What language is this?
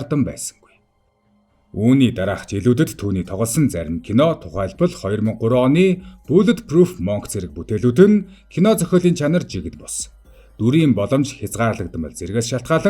Mongolian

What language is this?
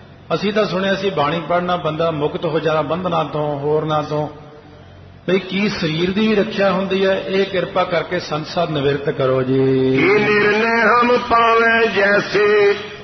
Punjabi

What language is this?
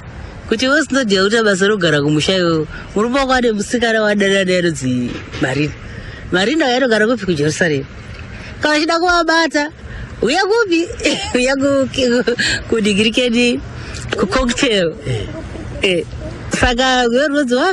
Shona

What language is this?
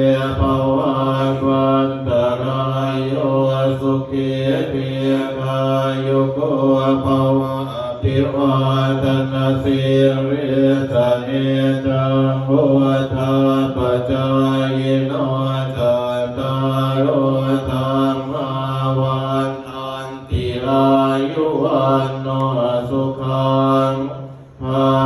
Pali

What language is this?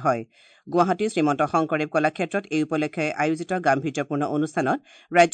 Assamese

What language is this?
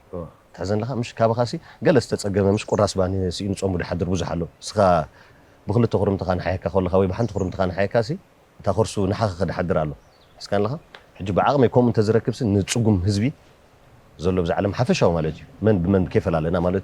Tigrinya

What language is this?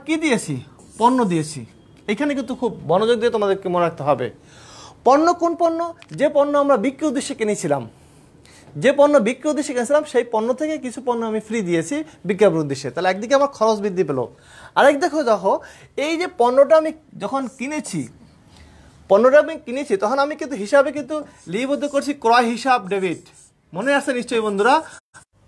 Bangla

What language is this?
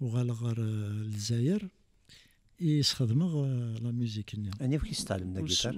Kabyle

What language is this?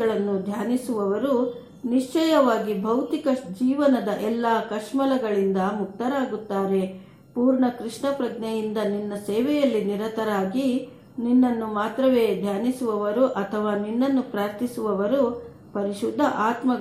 Kannada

